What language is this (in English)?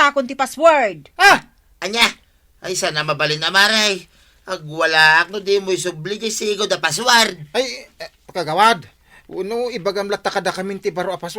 Iloko